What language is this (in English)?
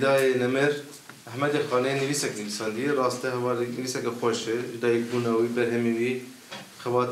Kurdish